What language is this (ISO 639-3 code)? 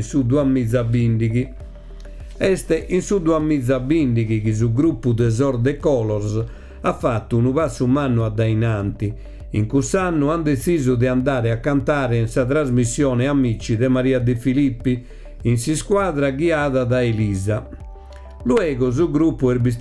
srd